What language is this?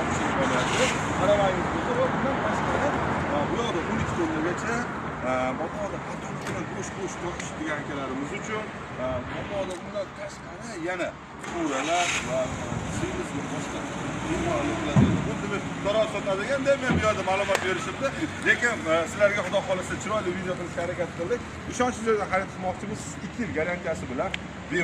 Uzbek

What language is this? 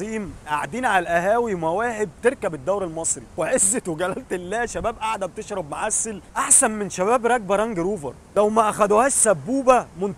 Egyptian Arabic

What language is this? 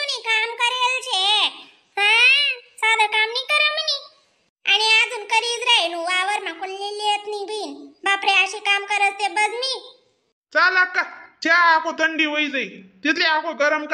Khandesi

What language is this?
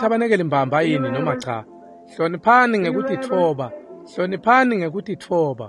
Swati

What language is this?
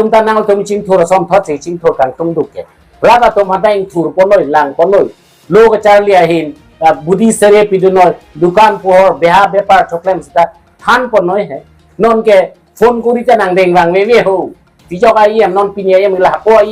Karbi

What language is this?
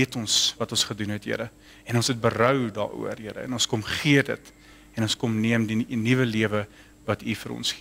Afrikaans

